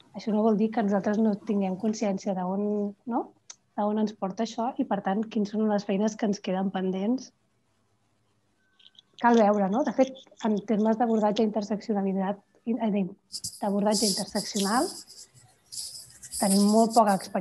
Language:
Catalan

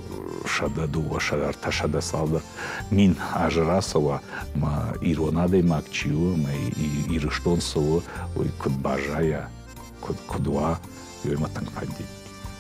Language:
Ossetic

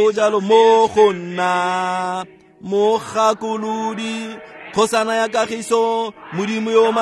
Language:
Tswana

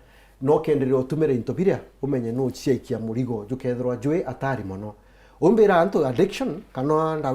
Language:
Meru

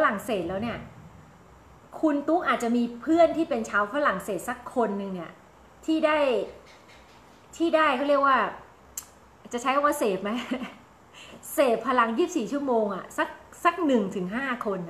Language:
Thai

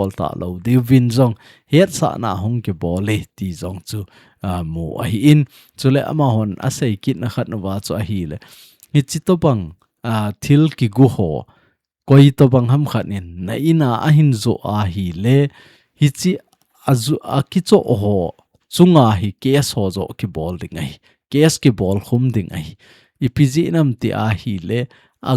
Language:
Thado Chin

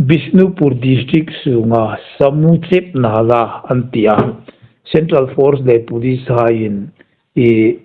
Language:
Hmar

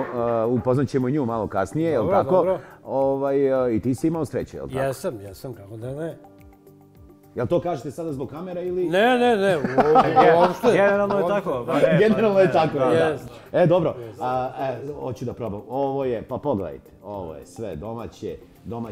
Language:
Bosnian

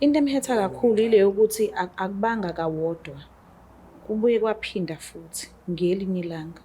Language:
Zulu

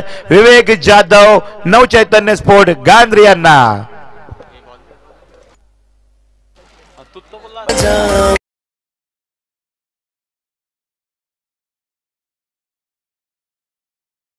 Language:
Marathi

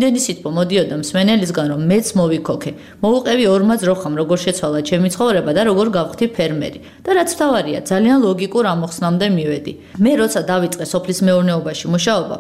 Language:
Georgian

